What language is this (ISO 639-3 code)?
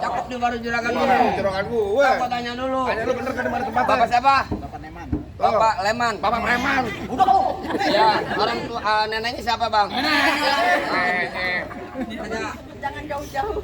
bew